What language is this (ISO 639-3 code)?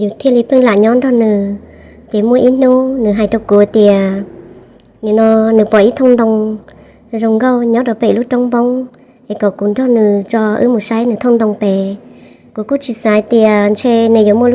hmn